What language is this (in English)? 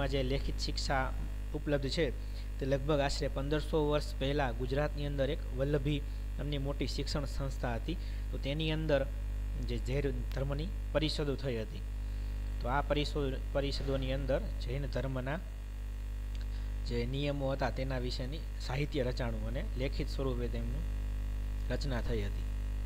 Gujarati